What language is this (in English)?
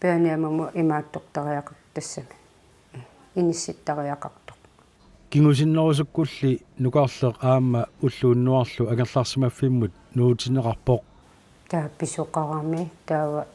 Kalaallisut